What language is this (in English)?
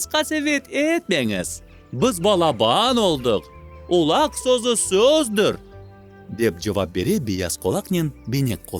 Crimean Tatar